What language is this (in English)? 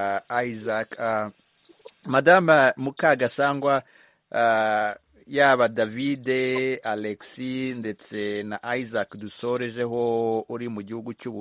Kinyarwanda